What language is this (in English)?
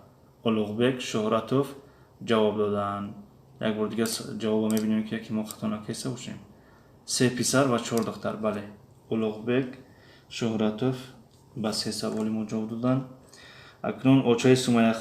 Tajik